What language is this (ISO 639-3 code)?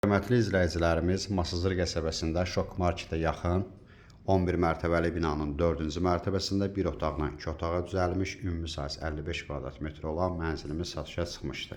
aze